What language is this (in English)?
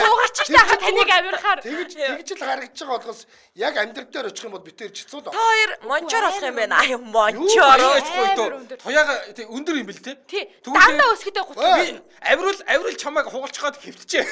Mongolian